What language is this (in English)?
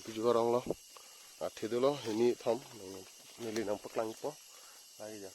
Karbi